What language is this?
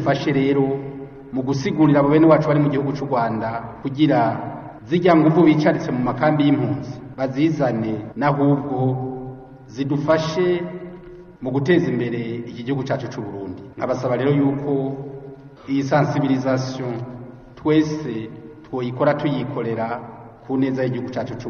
Rundi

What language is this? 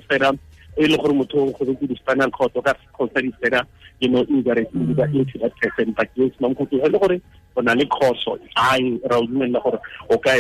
Tswana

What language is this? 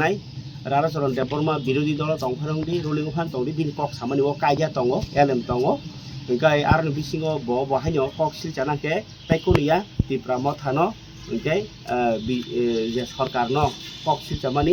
Kok Borok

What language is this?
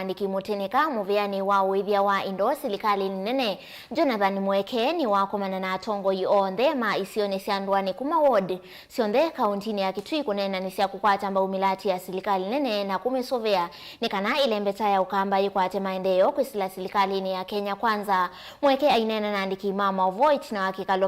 Kamba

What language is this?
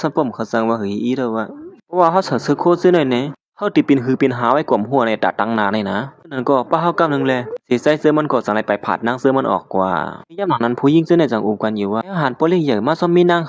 Shan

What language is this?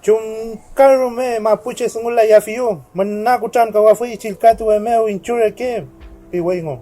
Mapuche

